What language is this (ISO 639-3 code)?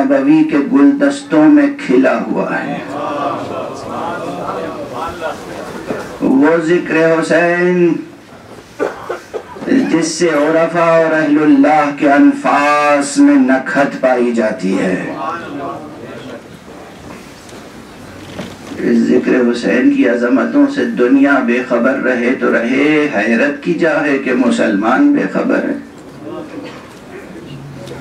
urd